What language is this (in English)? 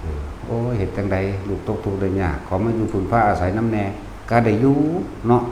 Northeastern Thai